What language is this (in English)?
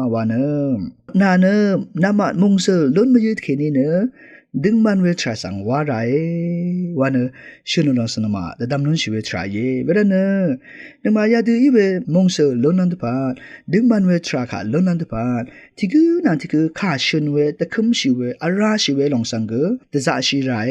Rawang